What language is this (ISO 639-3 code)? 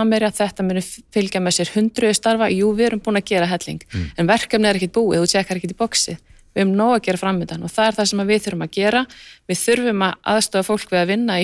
isl